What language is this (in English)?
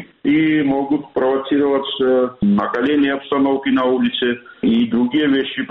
Russian